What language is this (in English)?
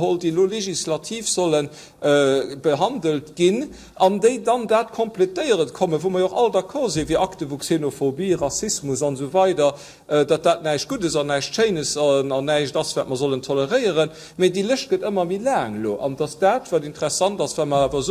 Luxembourgish